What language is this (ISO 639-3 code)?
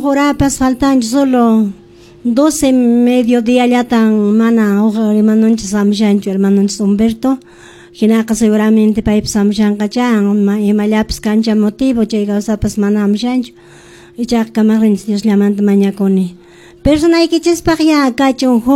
que